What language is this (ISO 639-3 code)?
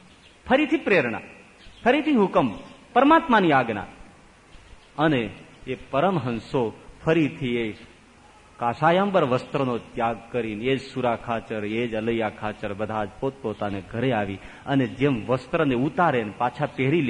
guj